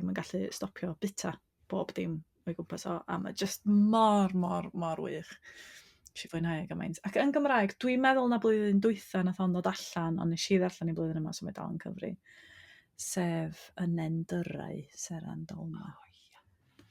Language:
Welsh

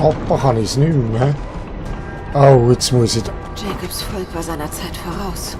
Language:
Swiss German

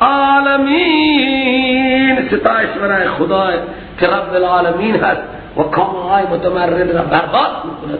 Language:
Persian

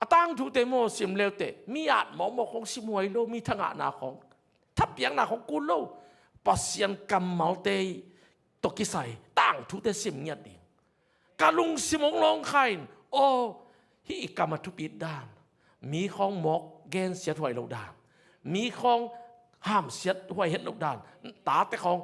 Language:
Tedim Chin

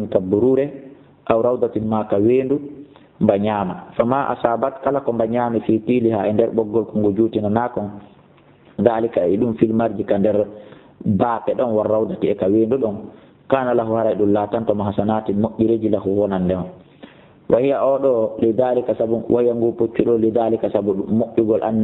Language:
Fula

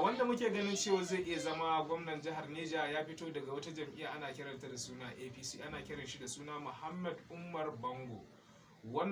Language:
Hausa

